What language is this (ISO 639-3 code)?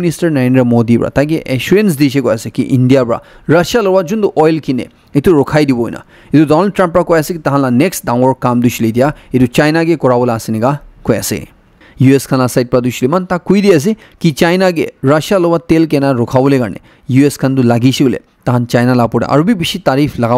nag